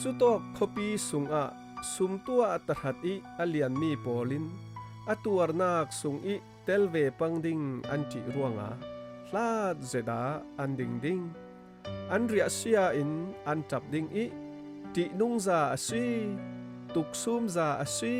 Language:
Falam Chin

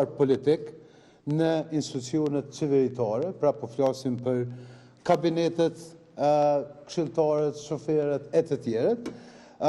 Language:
Albanian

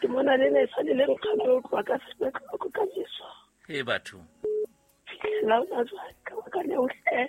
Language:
Southern Sotho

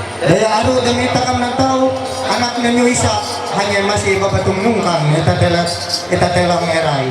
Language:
Ma'anyan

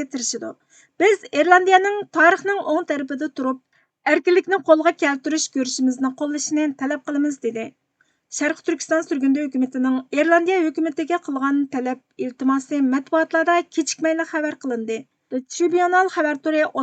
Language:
Uyghur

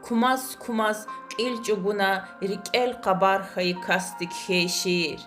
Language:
Lezghian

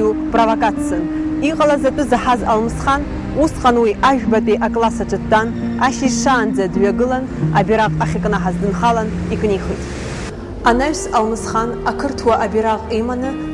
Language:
Abkhazian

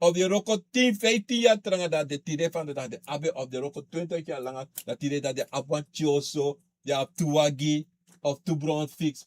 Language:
Sranan Tongo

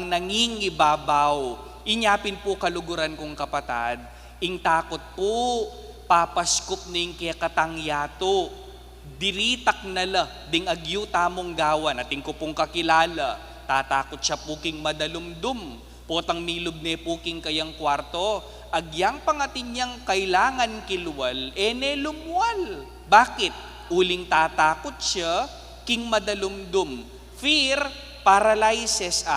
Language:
Pampanga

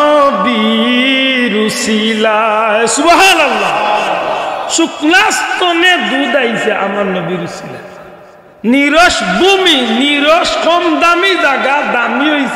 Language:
Sylheti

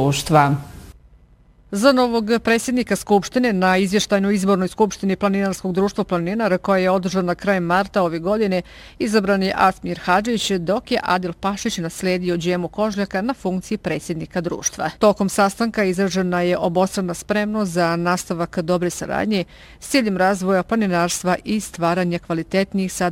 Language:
Bosnian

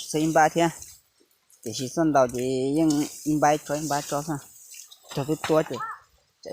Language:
Hmong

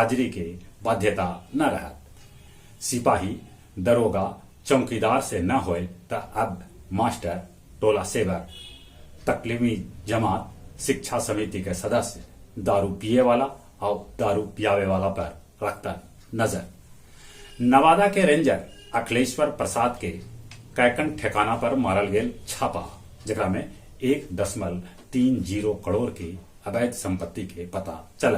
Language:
Magahi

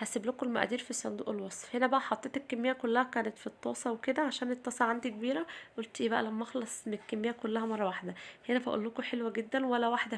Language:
Egyptian Arabic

